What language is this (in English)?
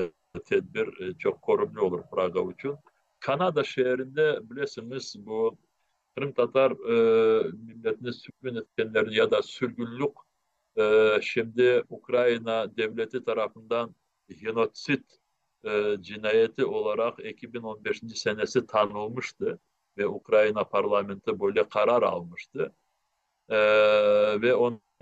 Crimean Tatar